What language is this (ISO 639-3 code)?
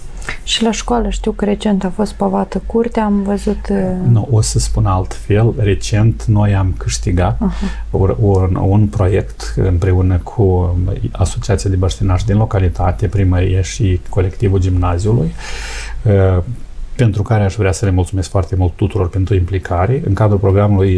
ron